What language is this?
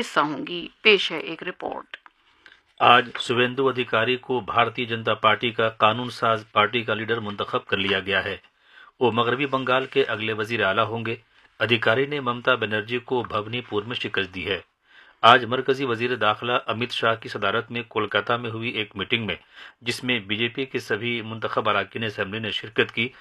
Urdu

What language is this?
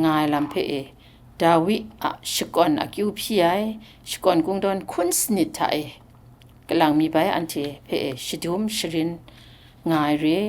Kachin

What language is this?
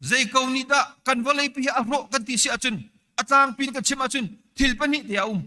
Hakha Chin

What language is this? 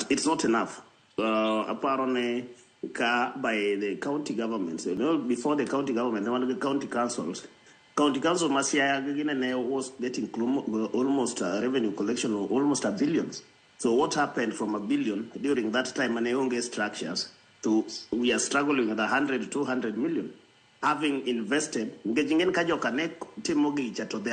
Luo (Kenya and Tanzania)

